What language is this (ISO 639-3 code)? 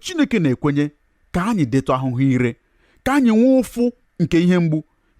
ibo